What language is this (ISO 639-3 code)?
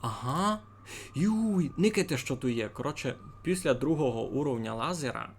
rue